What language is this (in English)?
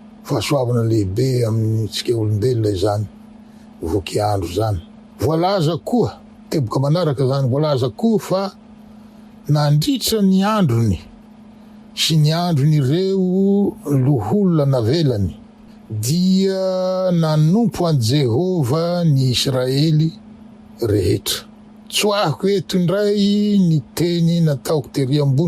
Malagasy